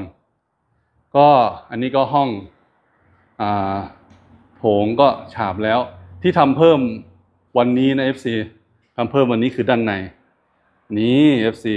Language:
Thai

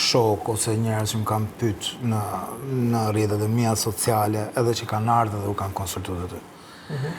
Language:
Albanian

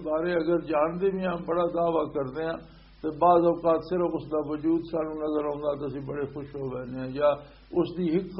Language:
Western Panjabi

